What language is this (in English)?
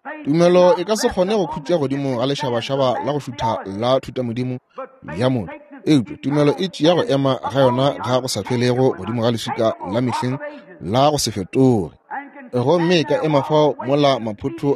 Northern Sotho